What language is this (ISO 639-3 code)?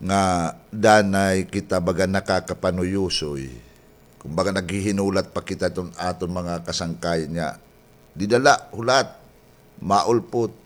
war